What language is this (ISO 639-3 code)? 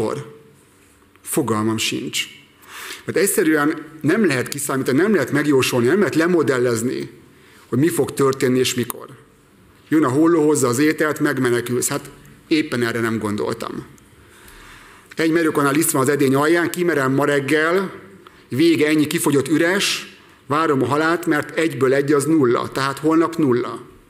hun